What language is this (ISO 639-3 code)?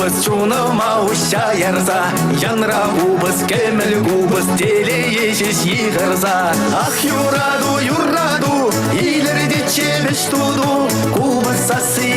chv